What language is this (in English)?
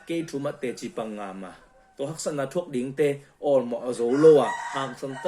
Tedim Chin